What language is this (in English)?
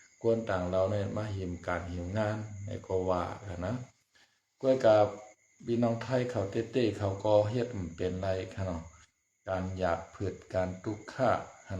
Shan